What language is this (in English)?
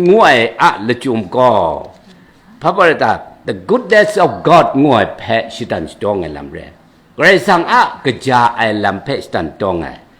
Kachin